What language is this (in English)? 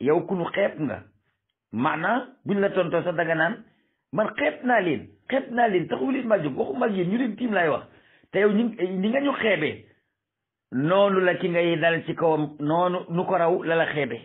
Wolof